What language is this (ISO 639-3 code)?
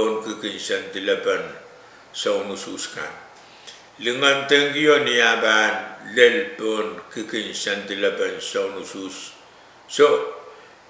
pon